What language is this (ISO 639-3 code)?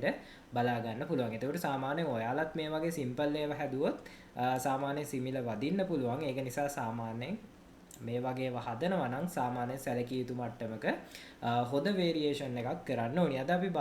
sin